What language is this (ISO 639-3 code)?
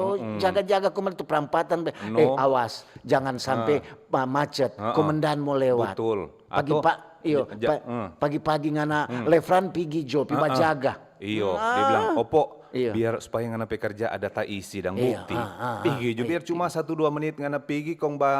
xmm